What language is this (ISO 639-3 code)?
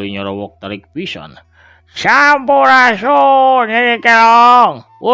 sun